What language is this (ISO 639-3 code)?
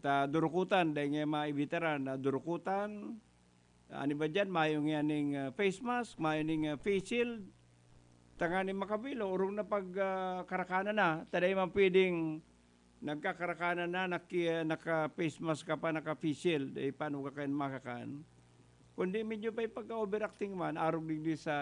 bik